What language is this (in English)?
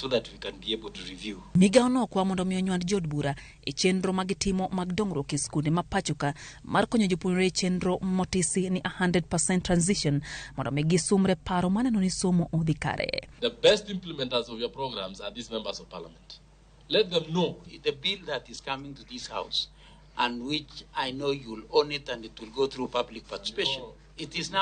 Luo (Kenya and Tanzania)